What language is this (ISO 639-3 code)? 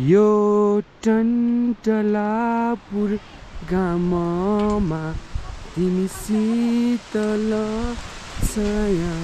nep